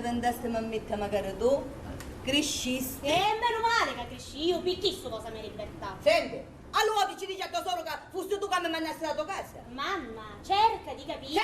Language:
Sicilian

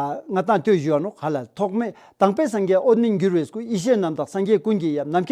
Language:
Ladakhi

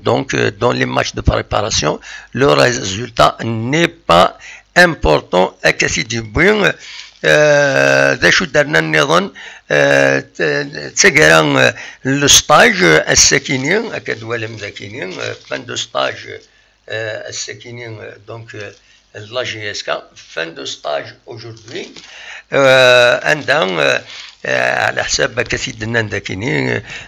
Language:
Kabyle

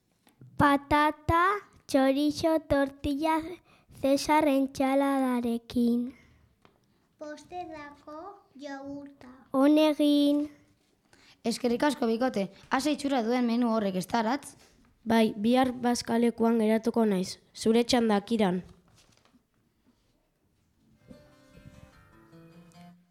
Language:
Basque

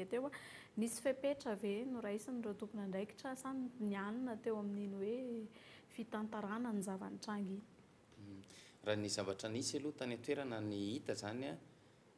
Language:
Malagasy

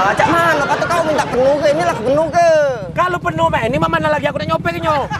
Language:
Musi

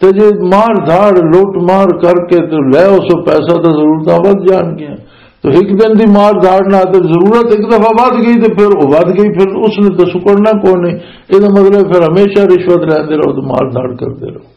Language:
Western Panjabi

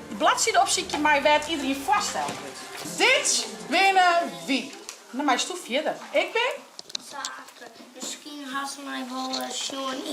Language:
Western Frisian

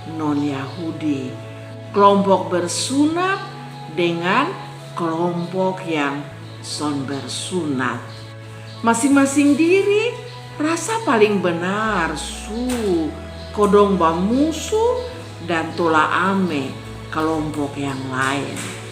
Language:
Kupang Malay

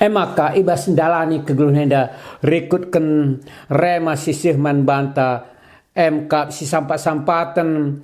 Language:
Batak Karo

